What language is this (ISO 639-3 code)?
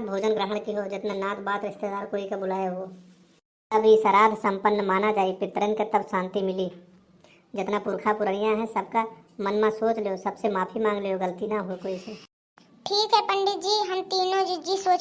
awa